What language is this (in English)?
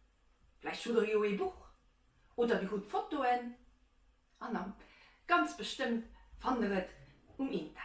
Luxembourgish